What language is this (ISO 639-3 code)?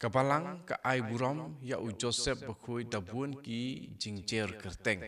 kha